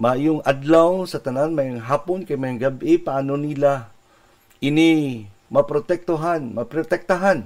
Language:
Hiligaynon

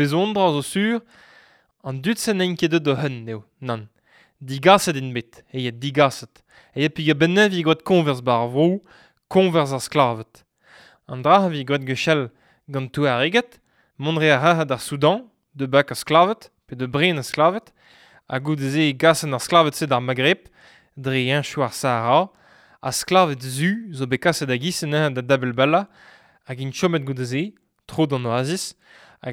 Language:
Breton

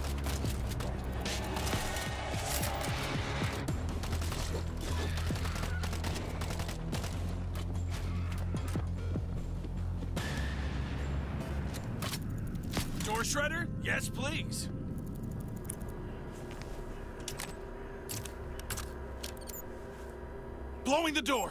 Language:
English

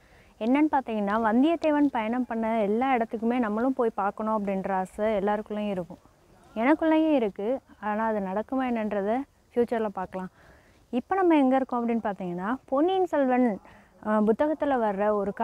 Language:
Tamil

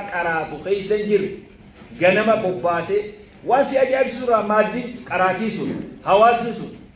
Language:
Oromo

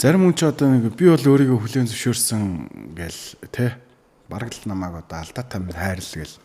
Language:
Mongolian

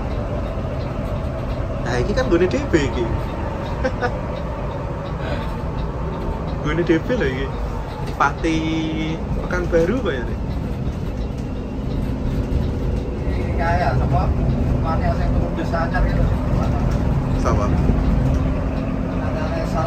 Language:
Indonesian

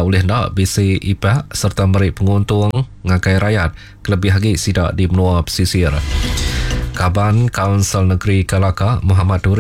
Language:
Iban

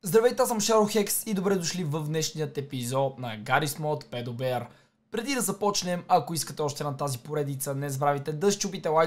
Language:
Bulgarian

